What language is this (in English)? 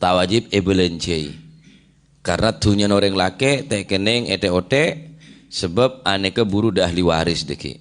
Madurese